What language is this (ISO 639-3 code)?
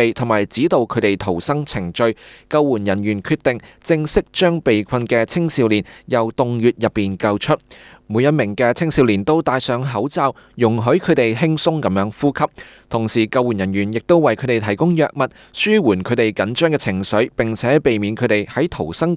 yue